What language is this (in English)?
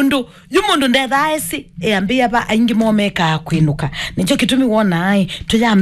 Kamba